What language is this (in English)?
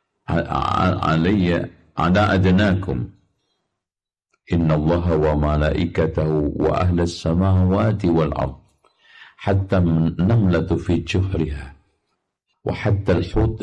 Indonesian